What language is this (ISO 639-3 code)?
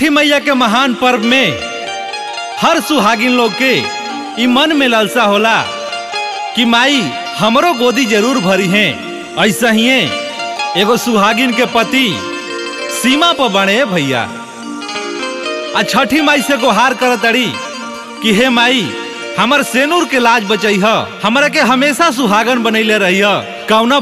bho